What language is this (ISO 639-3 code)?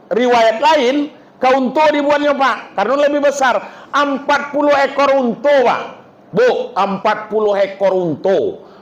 min